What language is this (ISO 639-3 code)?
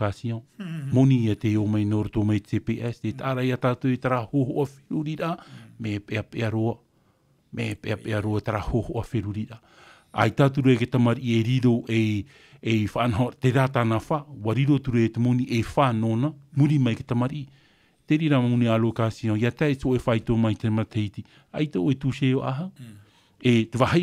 tah